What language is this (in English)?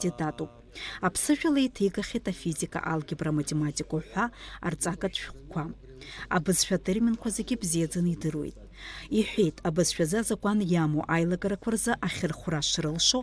Abkhazian